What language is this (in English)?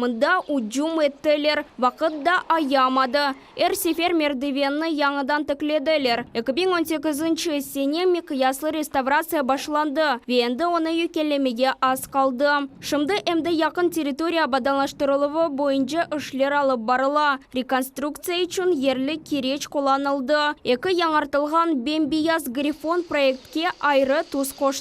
Crimean Tatar